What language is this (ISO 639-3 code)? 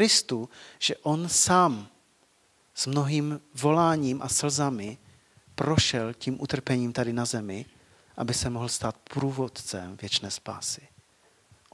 ces